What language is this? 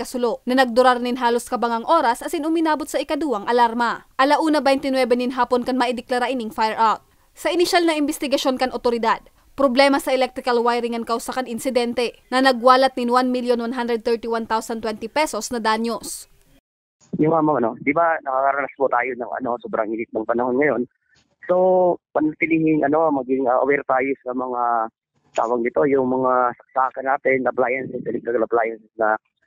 Bikol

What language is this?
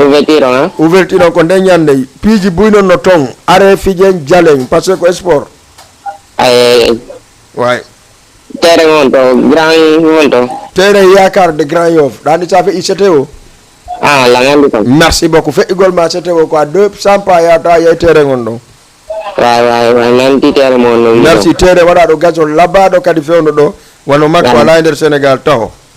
Fula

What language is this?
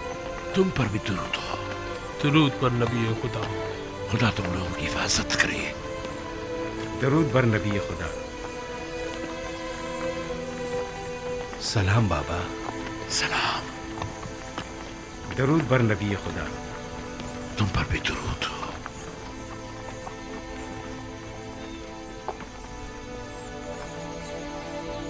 Urdu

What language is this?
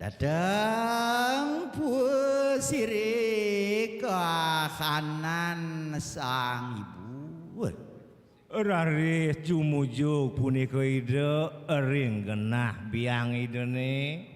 Balinese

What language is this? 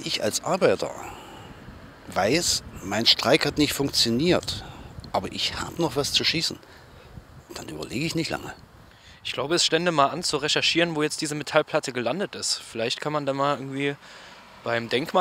German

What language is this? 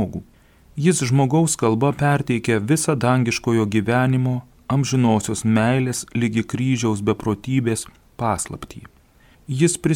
Lithuanian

